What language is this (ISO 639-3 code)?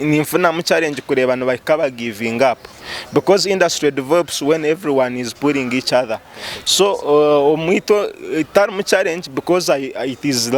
nyn